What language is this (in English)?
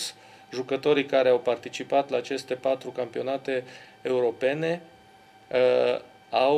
Romanian